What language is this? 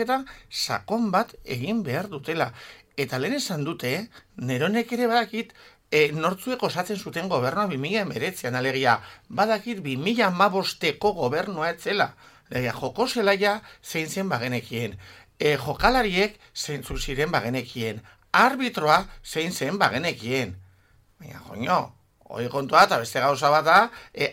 Basque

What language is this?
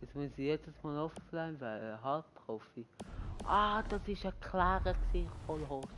Swiss German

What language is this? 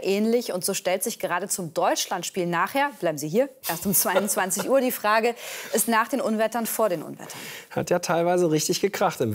German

